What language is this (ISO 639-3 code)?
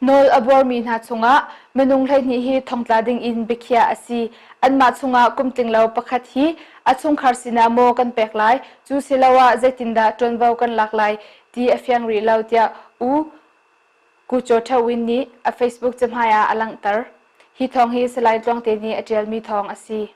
cnh